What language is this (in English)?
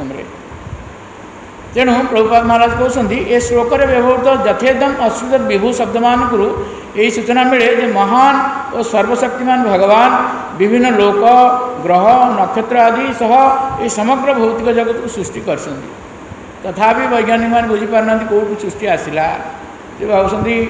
Odia